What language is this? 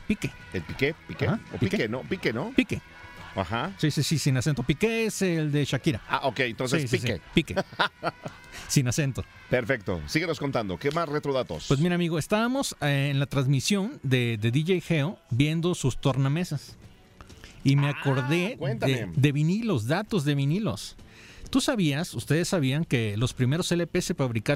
Spanish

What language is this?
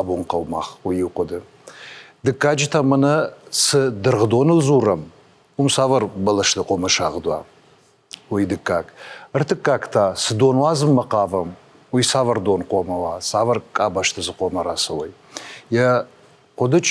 Ossetic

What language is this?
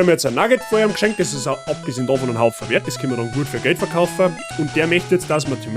Bavarian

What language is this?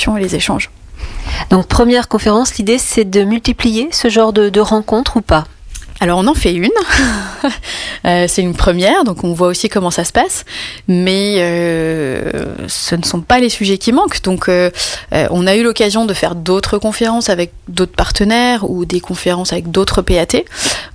French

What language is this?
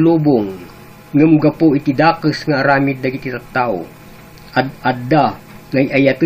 Iloko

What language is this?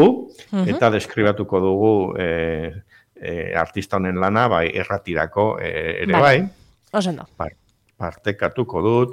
Basque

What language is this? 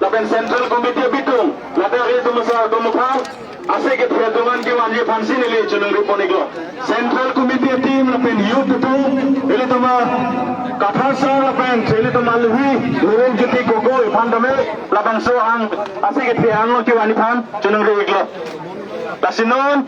Karbi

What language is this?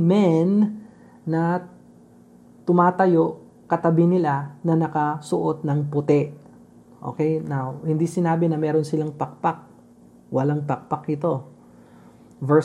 Filipino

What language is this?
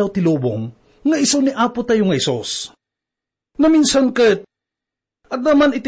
Iloko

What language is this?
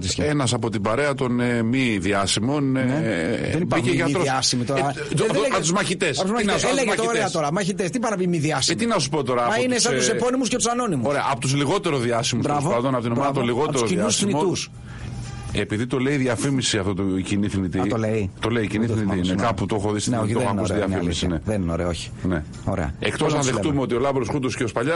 Greek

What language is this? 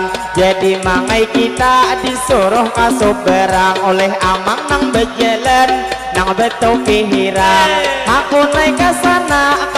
Banjar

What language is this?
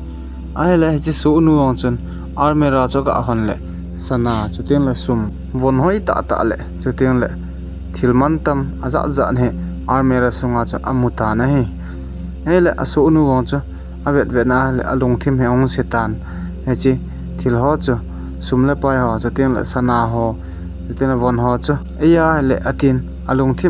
Thado Chin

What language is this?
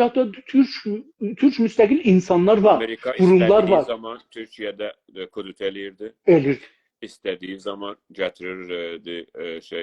South Azerbaijani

